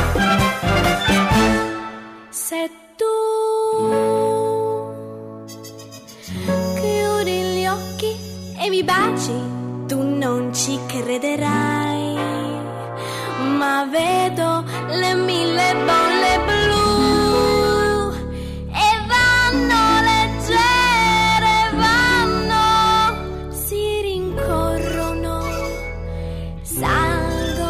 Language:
Italian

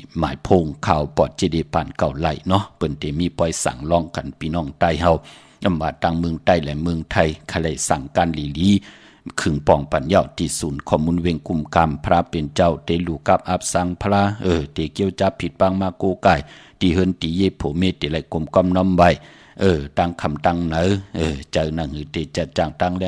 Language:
Shan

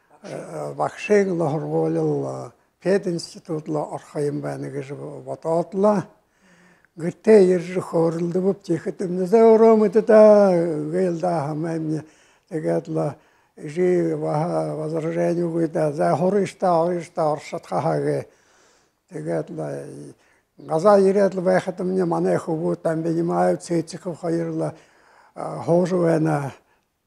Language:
Buriat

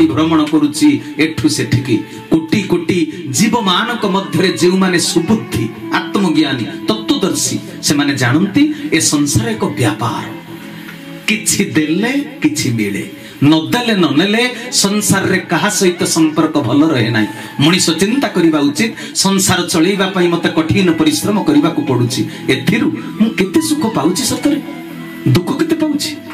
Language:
Odia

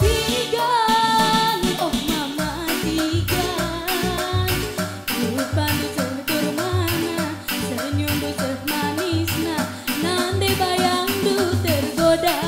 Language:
Batak Karo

